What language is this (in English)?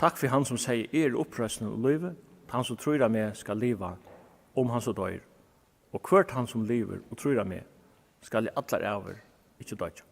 Faroese